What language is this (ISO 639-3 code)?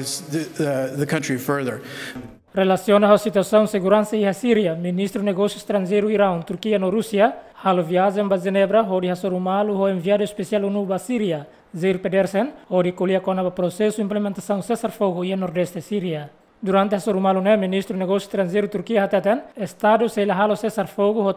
tet